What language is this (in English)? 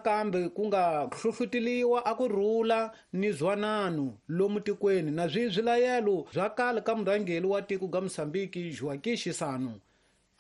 Tsonga